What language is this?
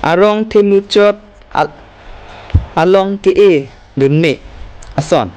Karbi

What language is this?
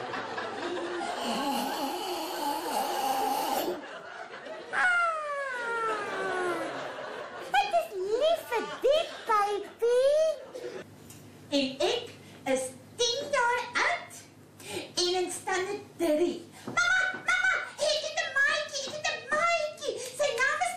Afrikaans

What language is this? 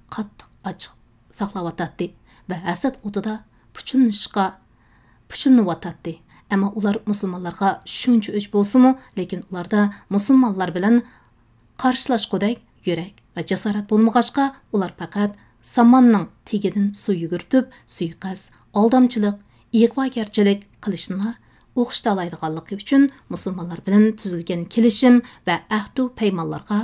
Uyghur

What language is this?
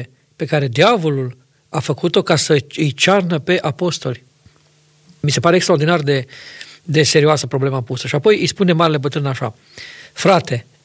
Romanian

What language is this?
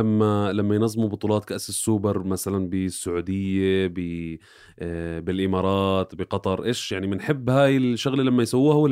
North Levantine Arabic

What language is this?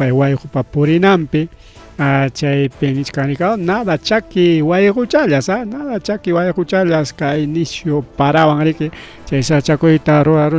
Ayacucho Quechua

